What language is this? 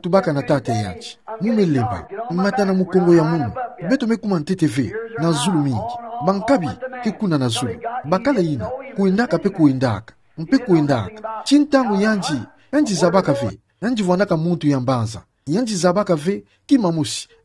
Kituba (Democratic Republic of Congo)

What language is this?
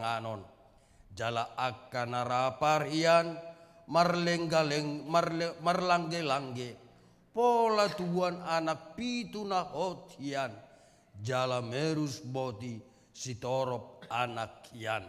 Batak Toba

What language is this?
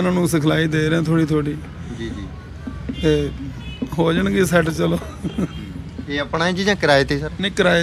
Punjabi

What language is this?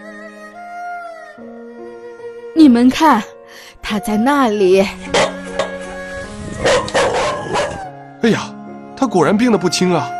Chinese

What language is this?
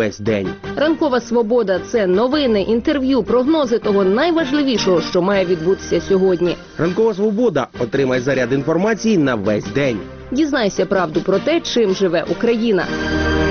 Ukrainian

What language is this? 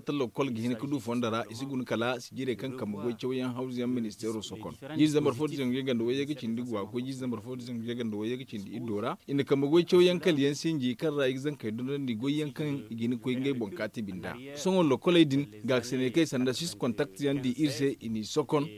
Zarma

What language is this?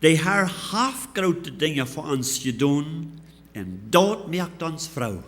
Plautdietsch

